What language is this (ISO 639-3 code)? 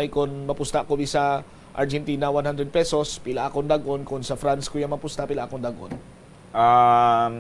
hil